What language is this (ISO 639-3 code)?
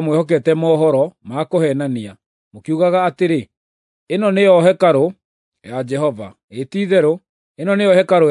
kik